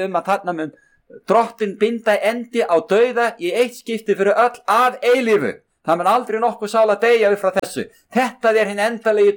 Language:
Icelandic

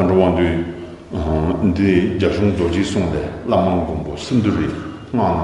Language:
Tibetan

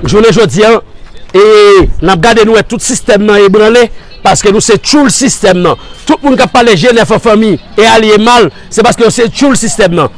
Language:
Haitian Creole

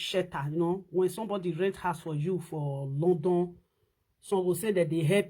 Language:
Nigerian Pidgin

